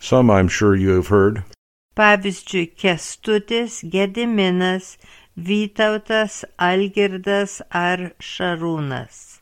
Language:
Lithuanian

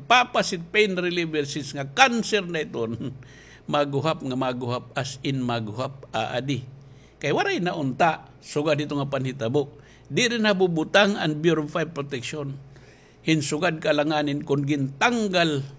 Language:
Waray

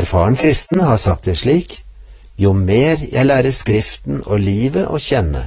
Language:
Norwegian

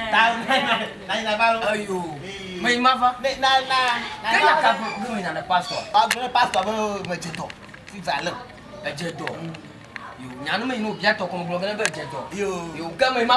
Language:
Ewe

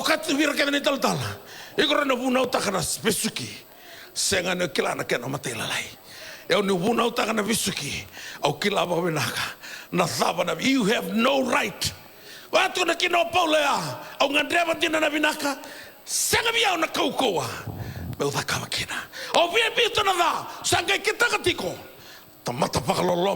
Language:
Fijian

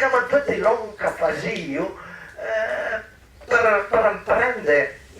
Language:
Piedmontese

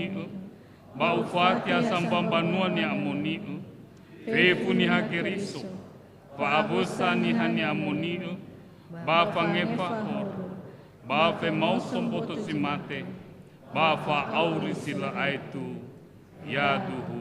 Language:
Nias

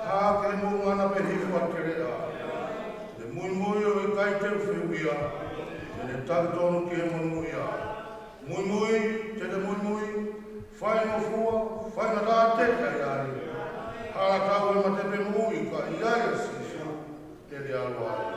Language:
Tongan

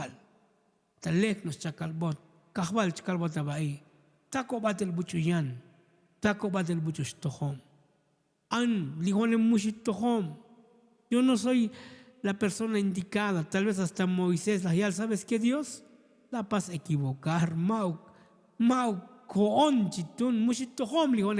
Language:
Tzotzil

